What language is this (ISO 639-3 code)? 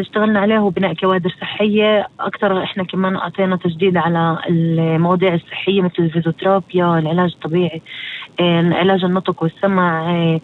apc